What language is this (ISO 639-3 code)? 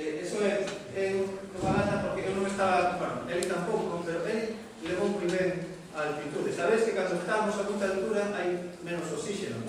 glg